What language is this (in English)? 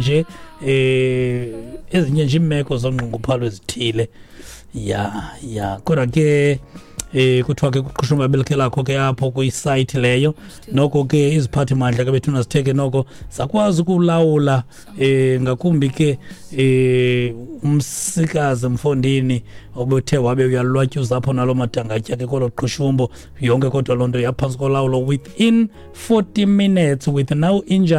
Xhosa